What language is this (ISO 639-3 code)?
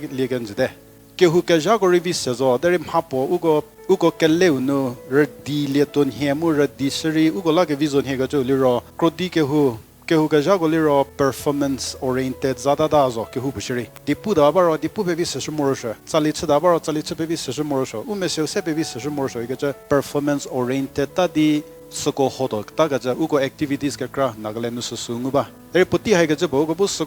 njm